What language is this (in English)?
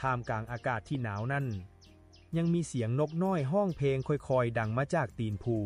Lao